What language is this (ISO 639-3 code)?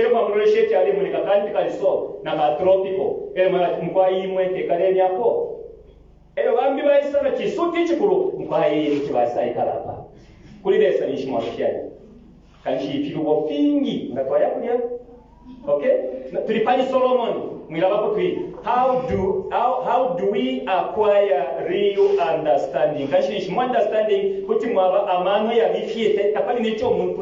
bem